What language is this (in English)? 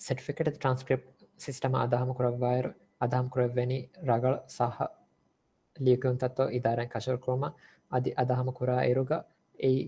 Divehi